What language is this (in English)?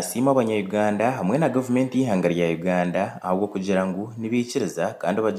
Nyankole